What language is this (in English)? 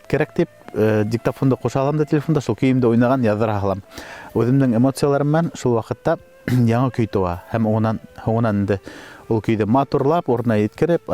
Bashkir